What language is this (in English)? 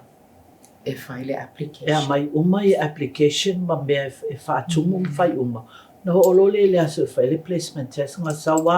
Samoan